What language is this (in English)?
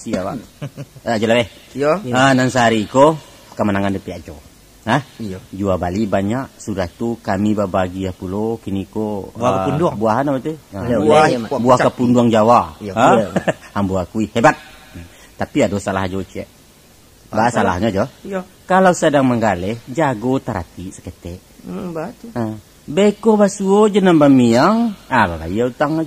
Minangkabau